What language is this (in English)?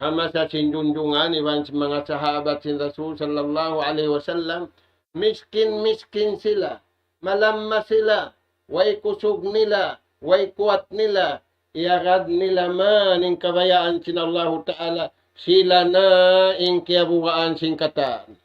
Tausug